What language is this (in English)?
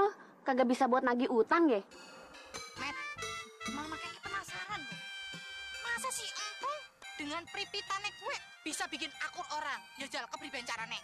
Betawi